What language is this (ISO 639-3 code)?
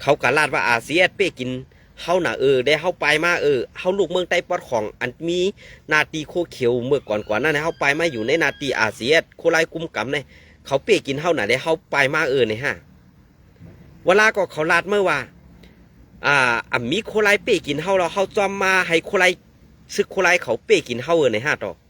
shn